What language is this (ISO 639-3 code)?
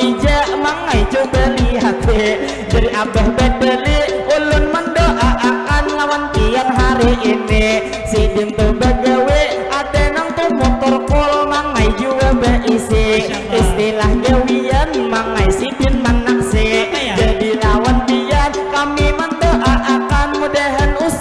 bjn